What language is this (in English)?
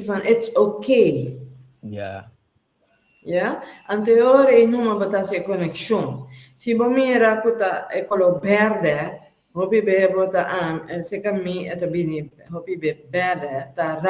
Papiamento